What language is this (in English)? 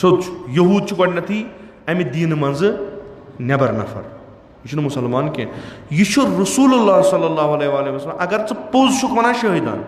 Kashmiri